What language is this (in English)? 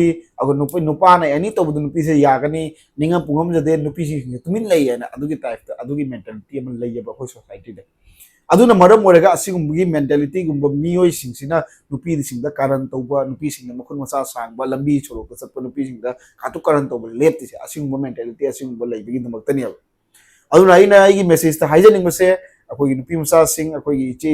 Manipuri